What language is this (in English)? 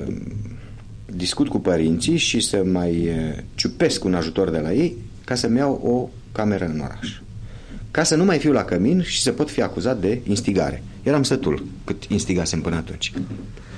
Romanian